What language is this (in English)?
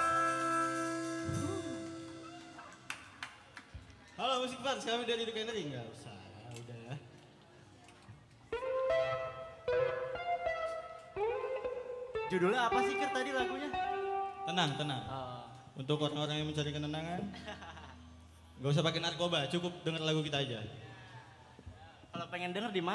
Indonesian